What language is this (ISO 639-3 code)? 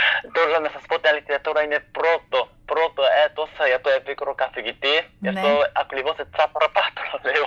ell